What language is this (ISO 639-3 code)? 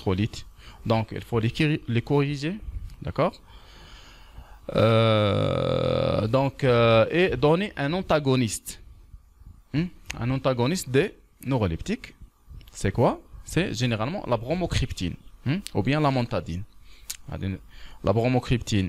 fra